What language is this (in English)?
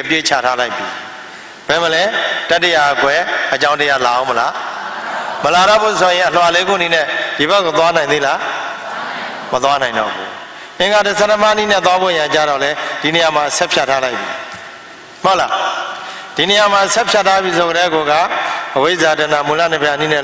Burmese